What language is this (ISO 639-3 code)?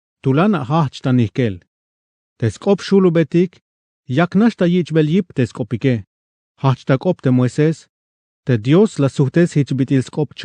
tzh